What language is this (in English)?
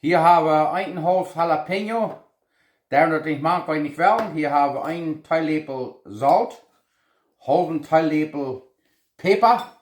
Plautdietsch